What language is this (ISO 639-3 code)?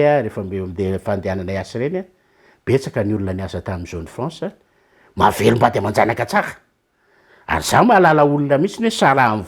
mlg